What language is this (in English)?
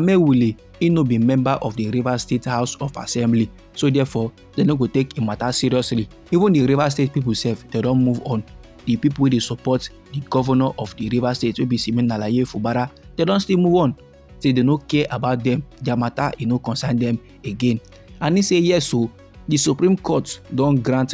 Nigerian Pidgin